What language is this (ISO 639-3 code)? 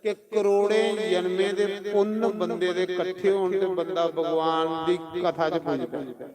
doi